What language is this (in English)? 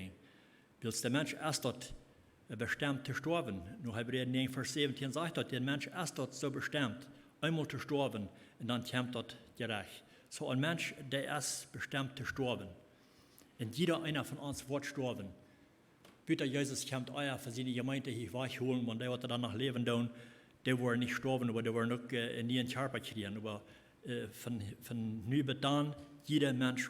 Plautdietsch